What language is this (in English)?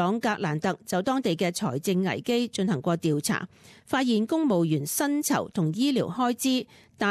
Cantonese